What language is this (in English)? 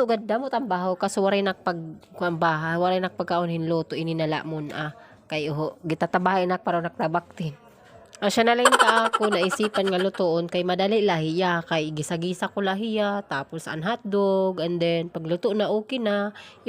Waray